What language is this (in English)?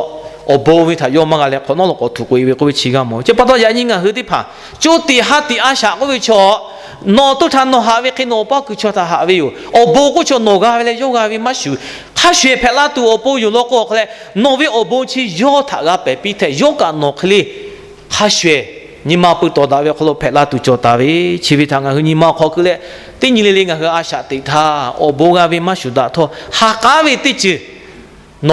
Lahu